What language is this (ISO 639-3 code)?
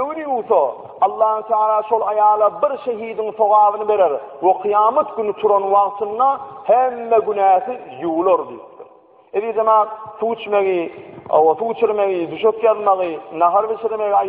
tuk